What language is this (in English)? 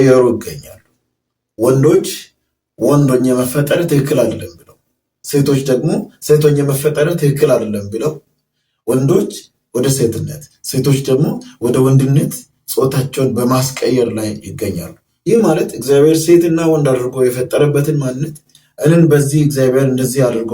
Amharic